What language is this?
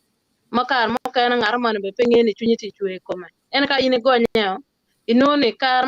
Acoli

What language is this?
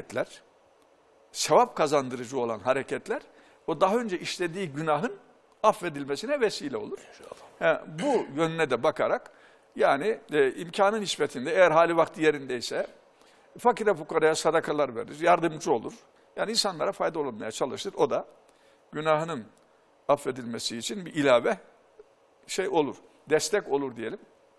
Turkish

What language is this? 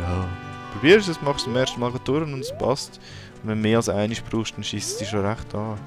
Swiss German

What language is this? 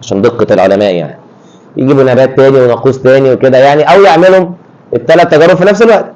Egyptian Arabic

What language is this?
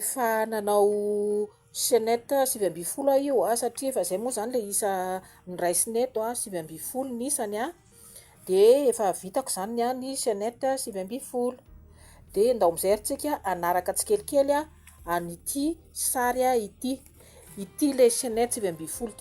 Malagasy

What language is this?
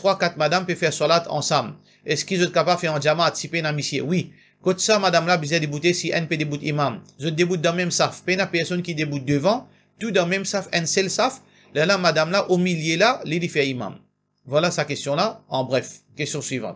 Morisyen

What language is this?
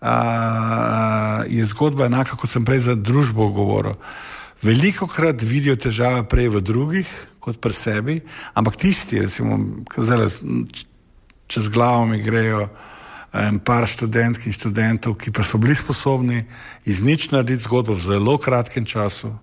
Slovenian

